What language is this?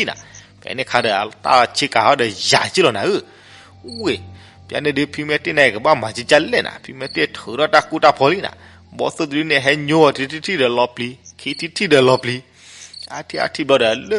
S'gaw Karen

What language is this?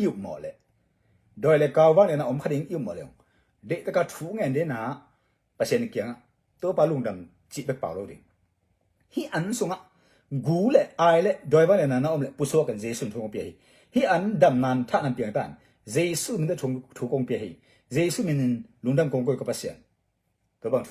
Tedim Chin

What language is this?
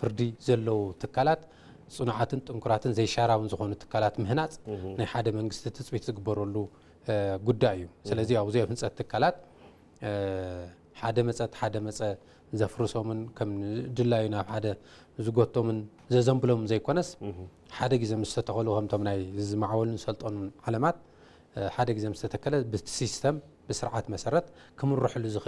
Tigrinya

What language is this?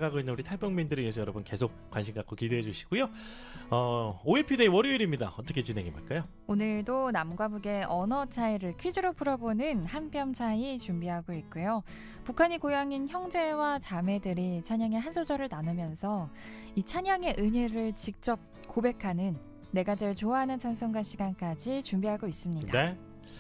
Korean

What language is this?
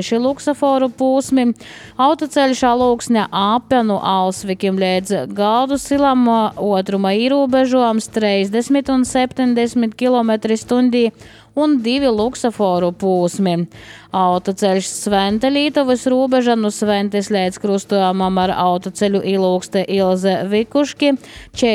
Latvian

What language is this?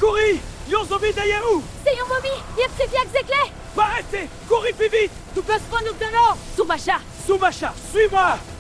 Haitian Creole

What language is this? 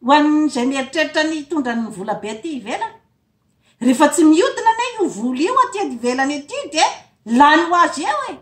Malagasy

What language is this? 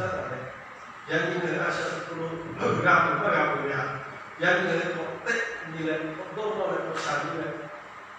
Lahu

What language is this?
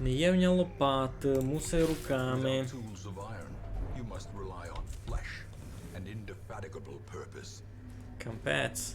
Rusyn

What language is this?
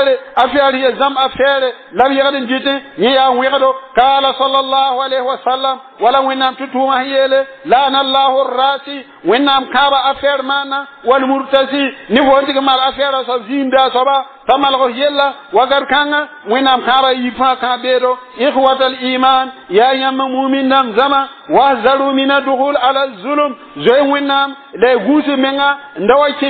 Mossi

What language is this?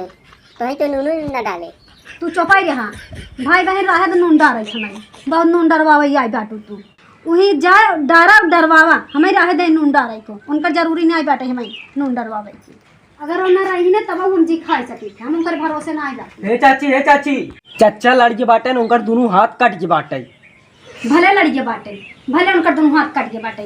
Awadhi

